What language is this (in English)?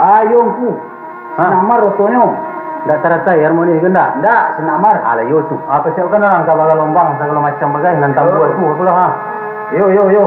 Minangkabau